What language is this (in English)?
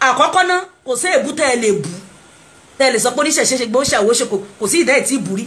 Yoruba